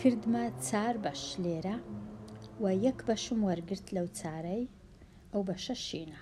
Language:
Central Kurdish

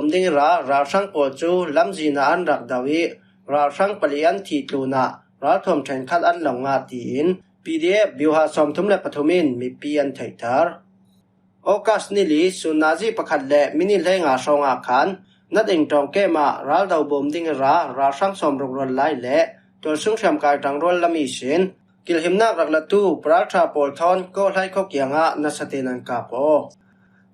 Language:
Falam Chin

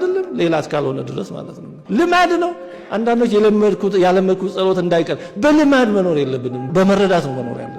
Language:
Amharic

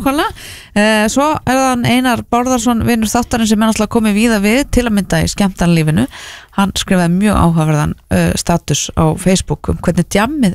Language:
Icelandic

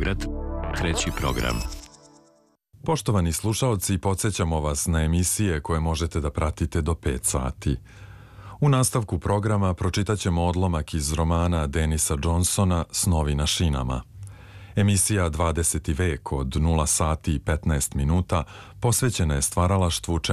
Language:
Serbian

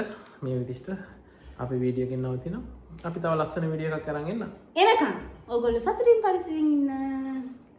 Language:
Sinhala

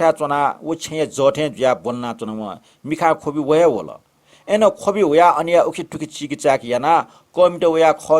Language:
Newari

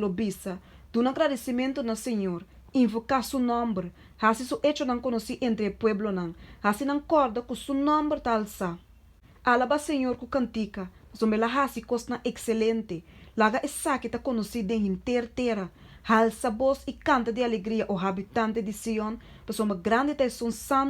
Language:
Papiamento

